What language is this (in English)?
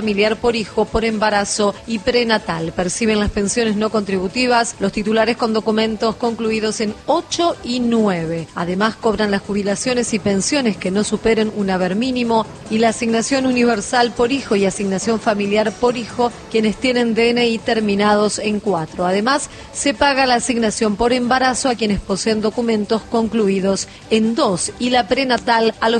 Spanish